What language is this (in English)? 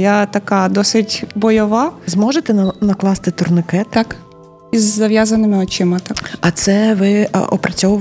Ukrainian